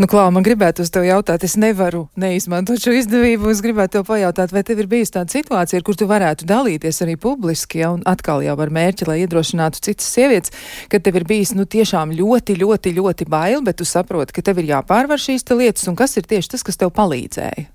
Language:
Latvian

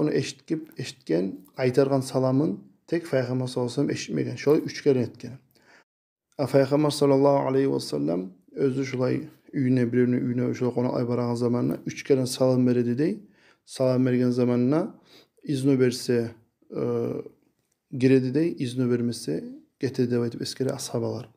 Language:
Kumyk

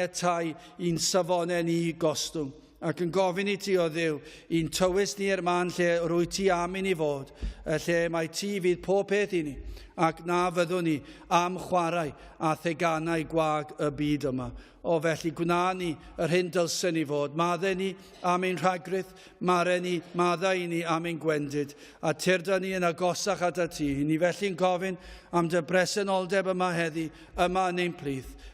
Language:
Welsh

